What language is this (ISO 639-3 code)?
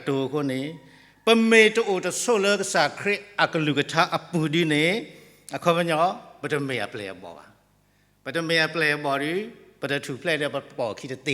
ksw